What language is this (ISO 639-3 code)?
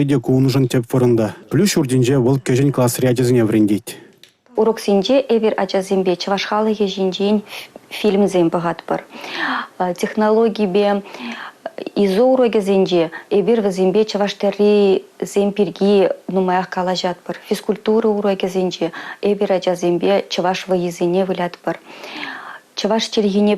chv